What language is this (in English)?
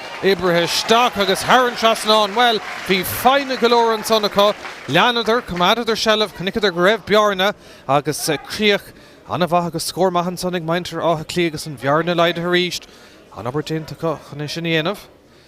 Irish